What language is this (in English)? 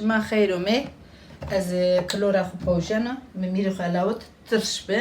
Zaza